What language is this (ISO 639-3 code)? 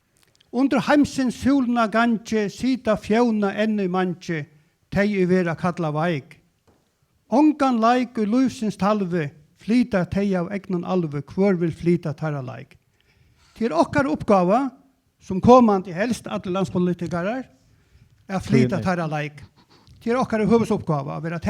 fao